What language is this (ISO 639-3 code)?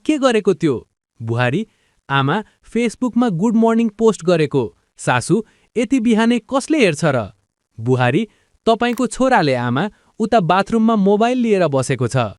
nep